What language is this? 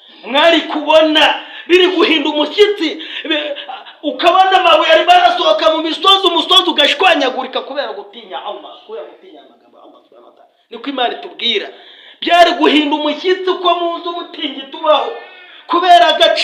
Kinyarwanda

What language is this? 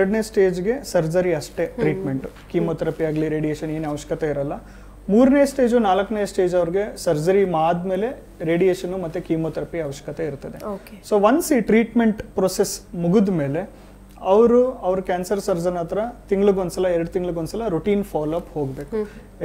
Kannada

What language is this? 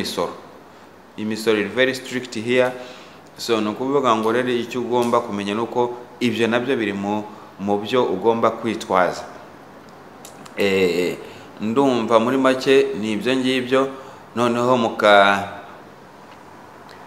Kinyarwanda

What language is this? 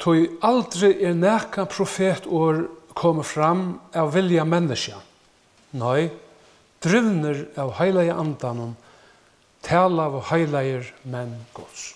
Faroese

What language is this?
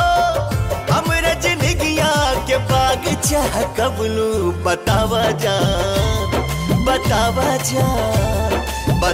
Bhojpuri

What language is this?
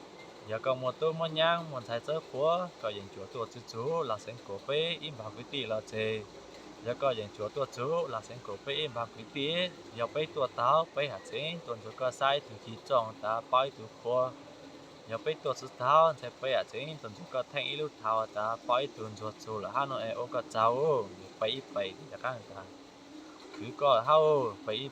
Hmong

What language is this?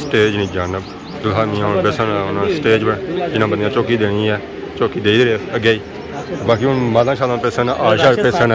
Pahari-Potwari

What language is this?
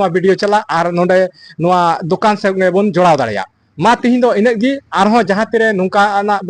Santali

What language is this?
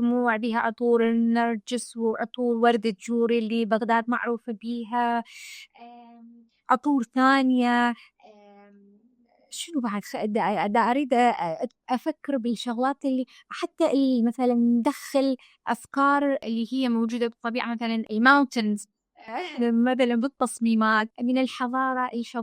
Mesopotamian Arabic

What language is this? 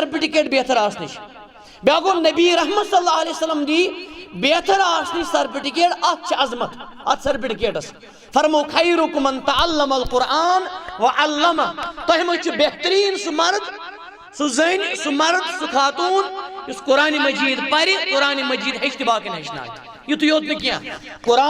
Kashmiri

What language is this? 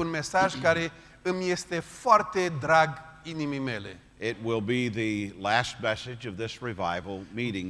Romanian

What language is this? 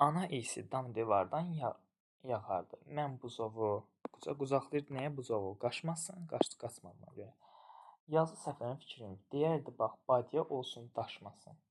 Azerbaijani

